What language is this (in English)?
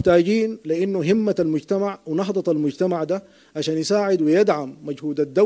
Sudanese Arabic